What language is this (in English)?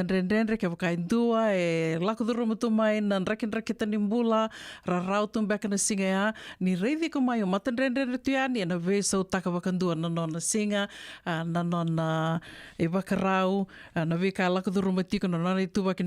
Fijian